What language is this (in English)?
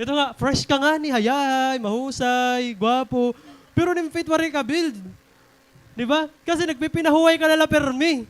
Waray